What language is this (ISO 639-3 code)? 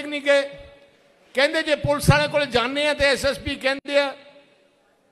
pan